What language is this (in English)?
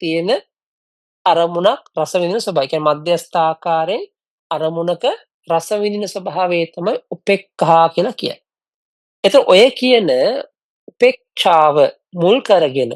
Sinhala